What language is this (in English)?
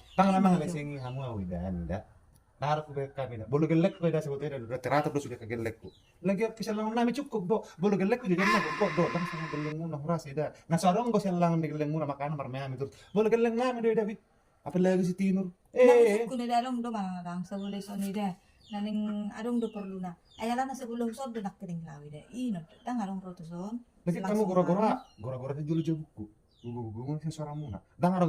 Batak Toba